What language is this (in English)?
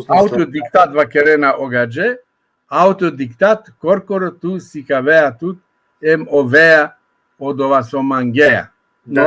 Balkan Romani